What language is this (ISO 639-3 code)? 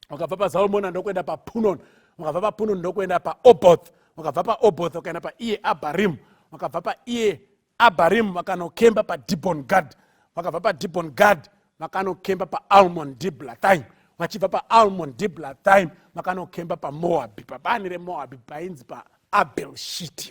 sna